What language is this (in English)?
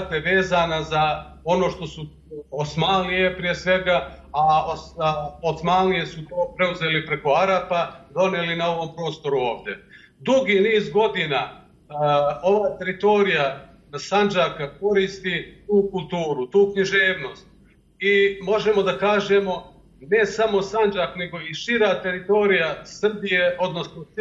Bosnian